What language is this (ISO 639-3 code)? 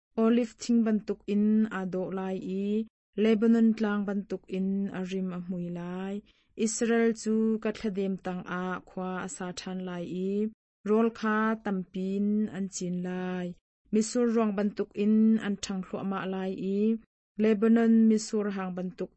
cnh